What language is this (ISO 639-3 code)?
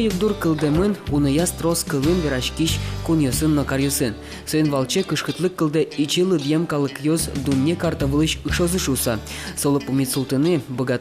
udm